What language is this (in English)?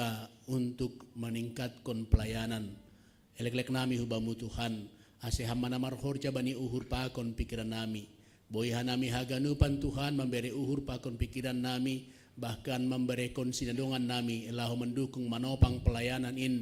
Batak Simalungun